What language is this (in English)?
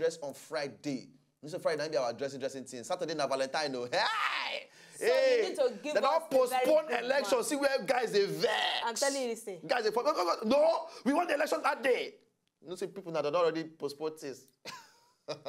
Nigerian Pidgin